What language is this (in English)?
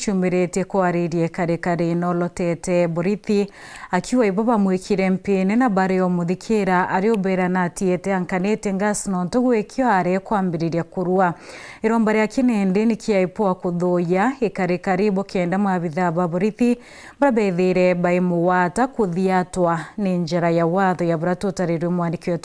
Meru